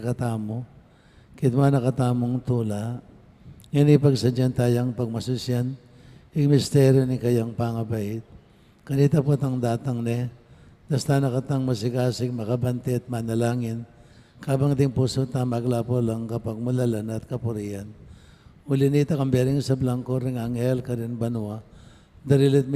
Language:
Pampanga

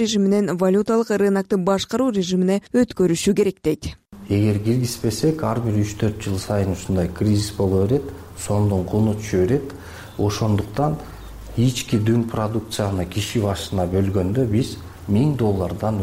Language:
Kyrgyz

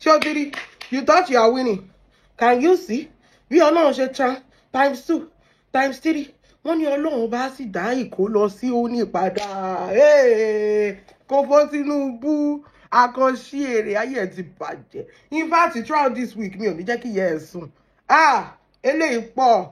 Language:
Yoruba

